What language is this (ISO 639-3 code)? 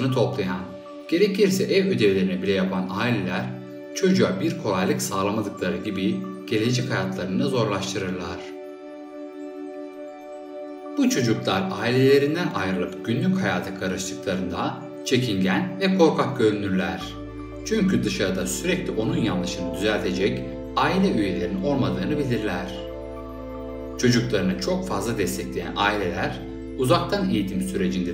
tur